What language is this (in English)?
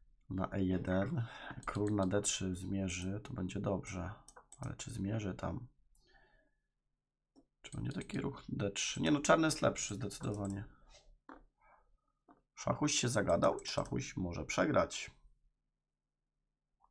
Polish